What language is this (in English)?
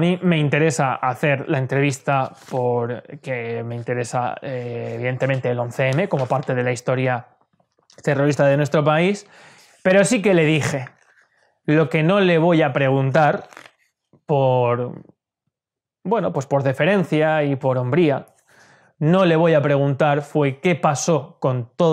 Spanish